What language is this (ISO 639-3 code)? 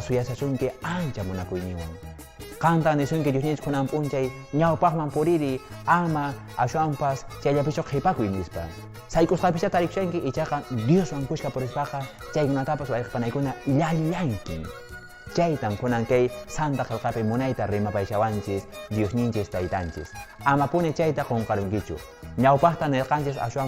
que